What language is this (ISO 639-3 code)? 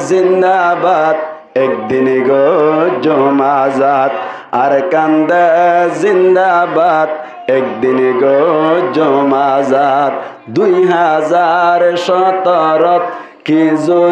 rhg